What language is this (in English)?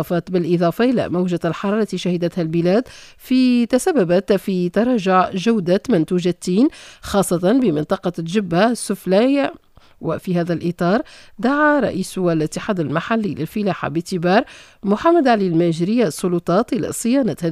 Tunisian Arabic